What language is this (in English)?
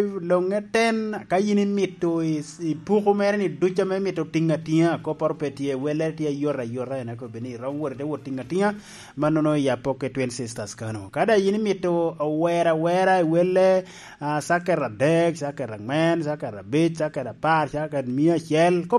Lango (Uganda)